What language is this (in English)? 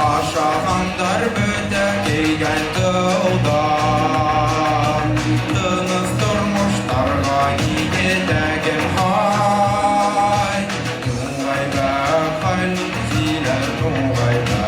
Bashkir